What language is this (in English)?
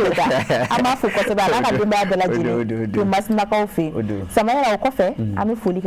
Bambara